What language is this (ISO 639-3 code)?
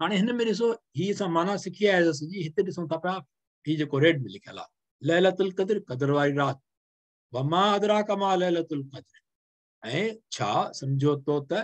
snd